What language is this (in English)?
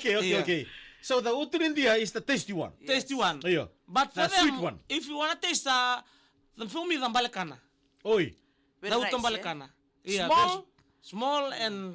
Fijian